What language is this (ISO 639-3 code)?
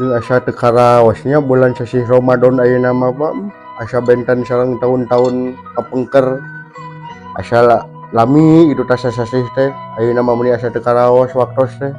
sun